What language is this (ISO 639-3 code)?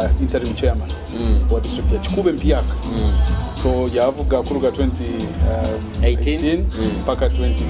nyo